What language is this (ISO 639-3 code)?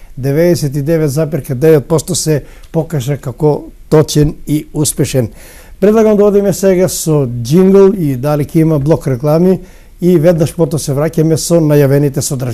mkd